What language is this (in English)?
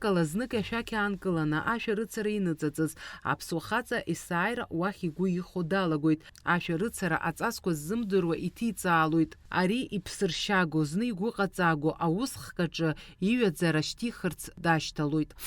Abkhazian